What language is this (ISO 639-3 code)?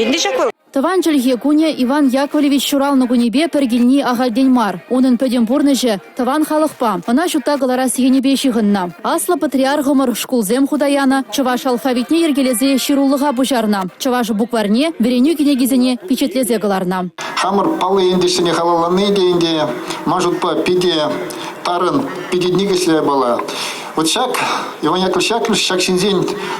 chv